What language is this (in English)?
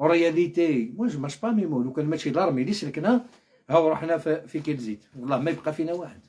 Algerian Arabic